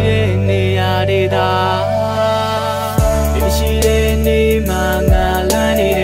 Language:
Burmese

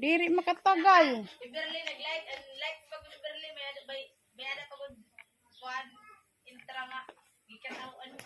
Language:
Waray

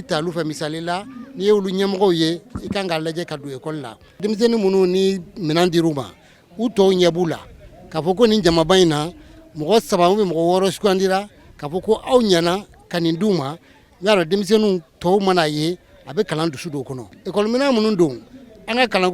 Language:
Bambara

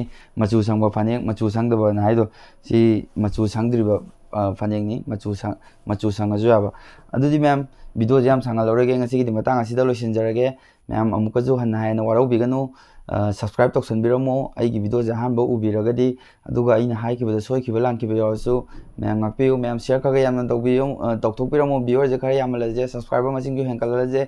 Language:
Manipuri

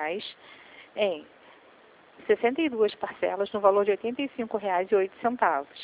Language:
Portuguese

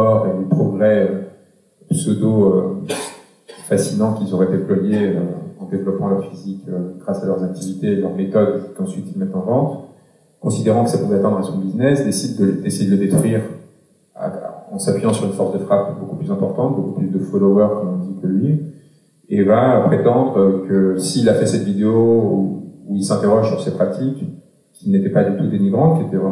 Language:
French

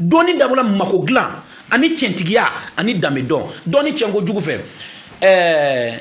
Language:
Bambara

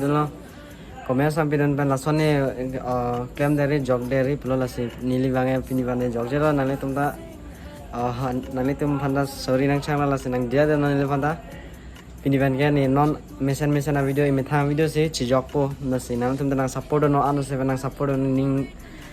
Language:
Karbi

